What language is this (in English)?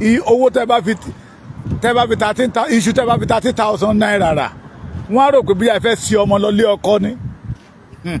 Yoruba